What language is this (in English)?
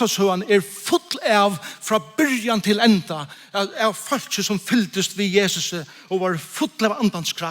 Faroese